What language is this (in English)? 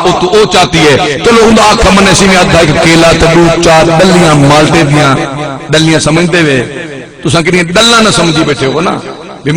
Saraiki